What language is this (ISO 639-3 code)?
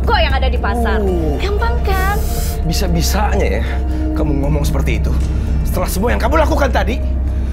ind